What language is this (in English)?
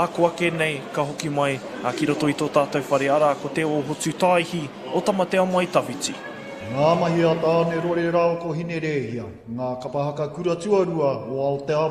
Māori